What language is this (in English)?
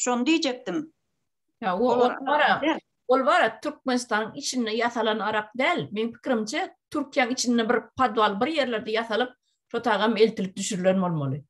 Turkmen